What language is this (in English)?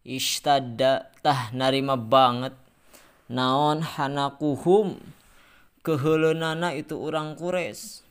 Sundanese